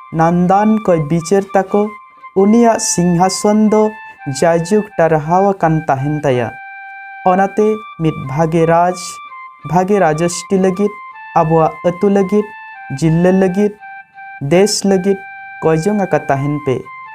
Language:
Santali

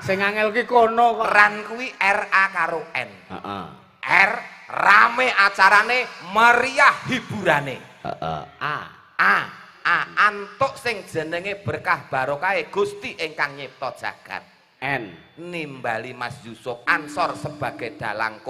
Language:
Javanese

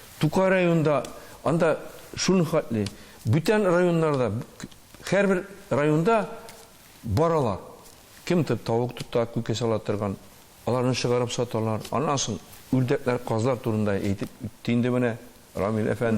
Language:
Tatar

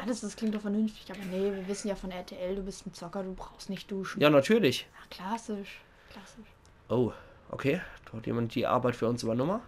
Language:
Palatine German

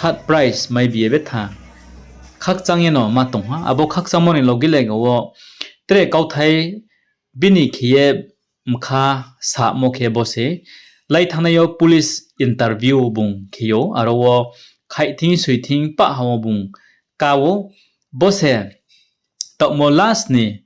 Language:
Riang (India)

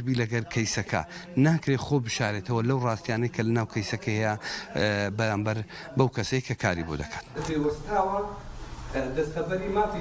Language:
Central Kurdish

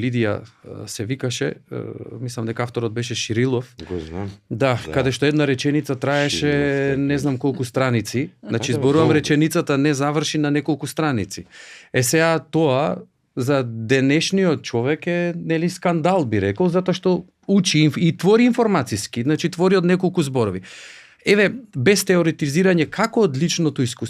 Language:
Macedonian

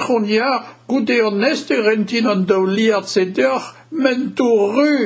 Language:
Breton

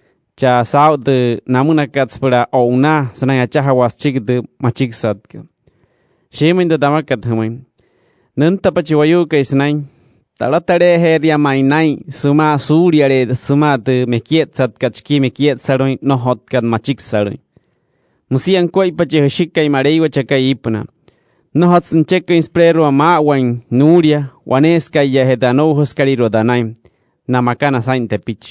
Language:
Wayuu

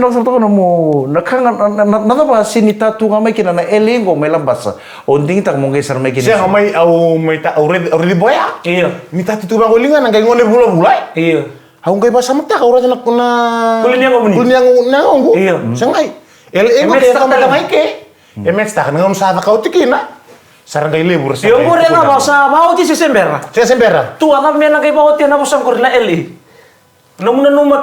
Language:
Fijian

